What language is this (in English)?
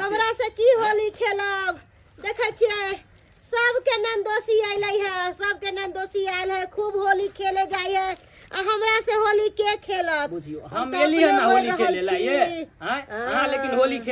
Maithili